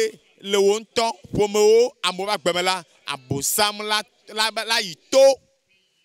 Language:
Ewe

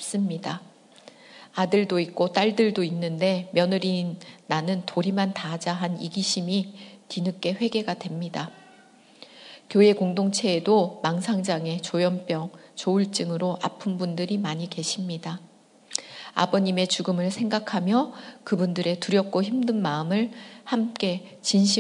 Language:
Korean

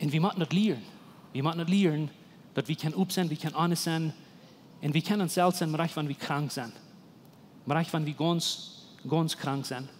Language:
Plautdietsch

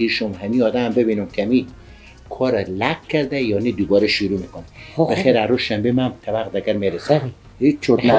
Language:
Persian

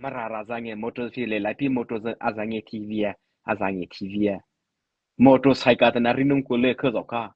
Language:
Mara Chin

